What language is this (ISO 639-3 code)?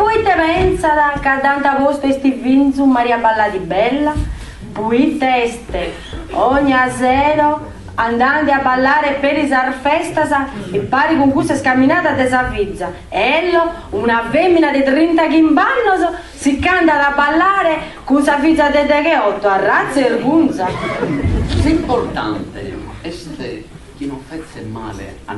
srd